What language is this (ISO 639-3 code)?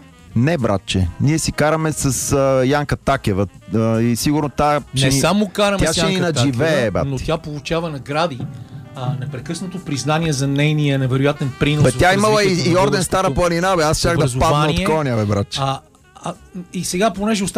bul